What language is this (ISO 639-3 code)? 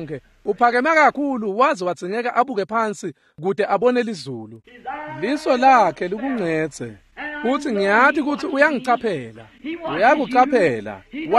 ssw